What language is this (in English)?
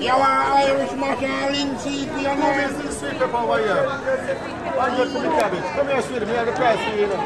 Jamaican Creole English